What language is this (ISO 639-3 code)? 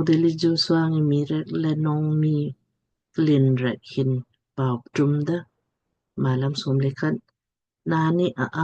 lmk